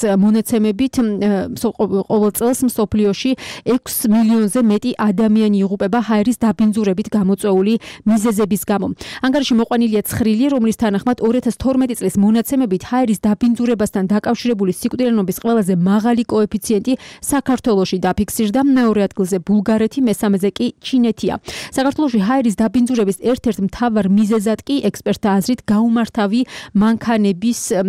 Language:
Georgian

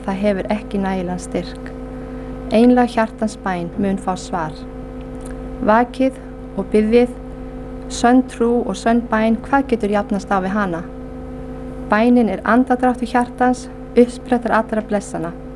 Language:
Icelandic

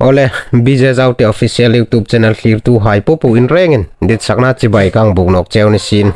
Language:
Hmar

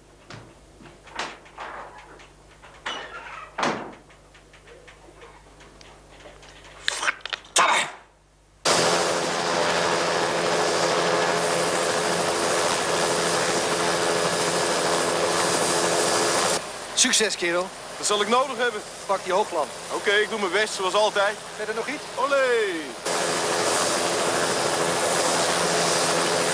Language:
Dutch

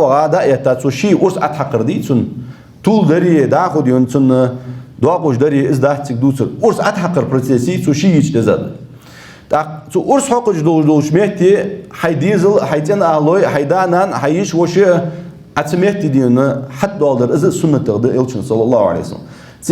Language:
Ingush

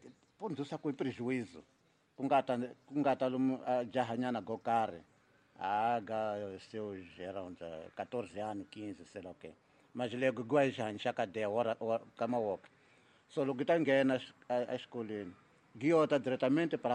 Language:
Tsonga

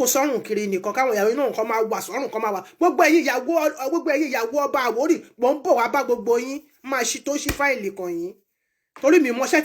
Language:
Yoruba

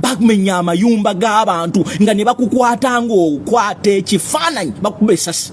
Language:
Ganda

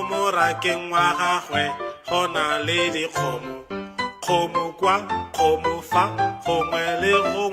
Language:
Tswana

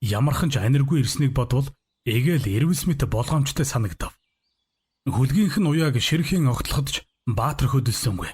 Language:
Mongolian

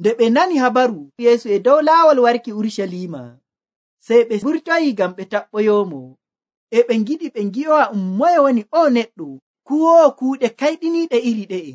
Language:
Nigerian Fulfulde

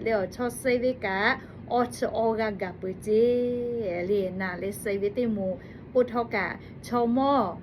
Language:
Lahu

